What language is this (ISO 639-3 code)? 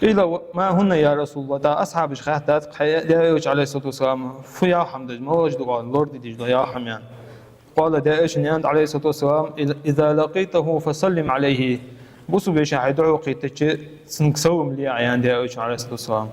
inh